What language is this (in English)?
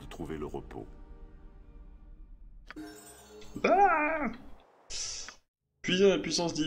French